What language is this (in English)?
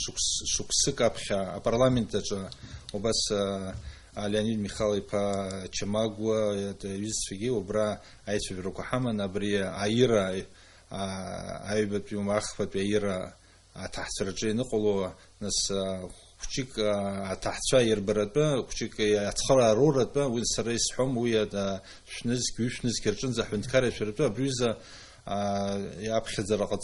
Abkhazian